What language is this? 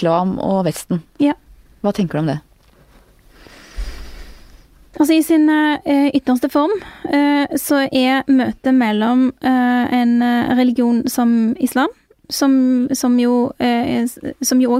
Norwegian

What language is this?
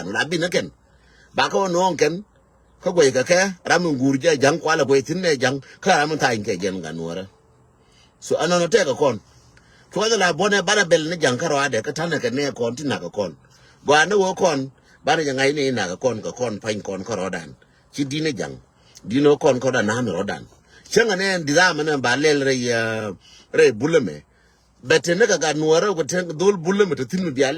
Nuer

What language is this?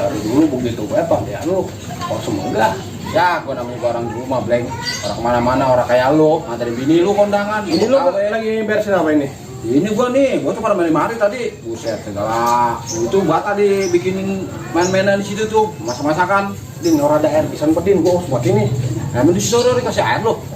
Betawi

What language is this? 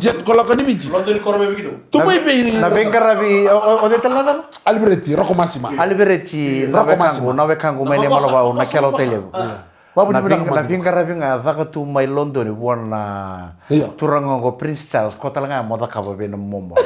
Fijian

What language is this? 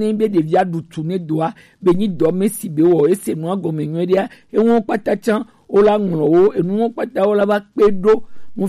Gen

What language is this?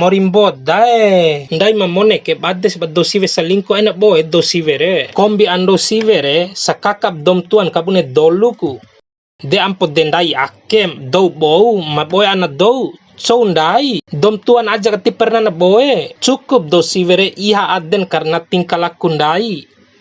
Bima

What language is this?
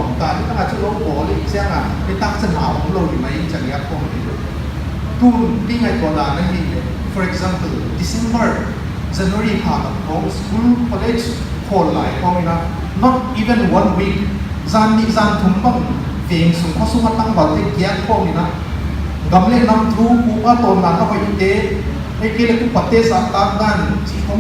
Paite Chin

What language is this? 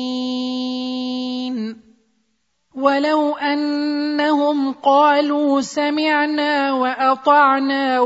Arabic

